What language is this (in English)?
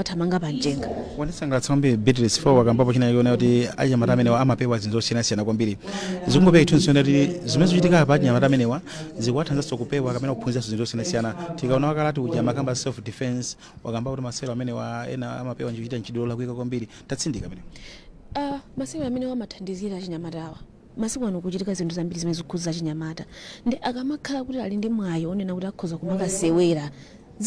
Nyanja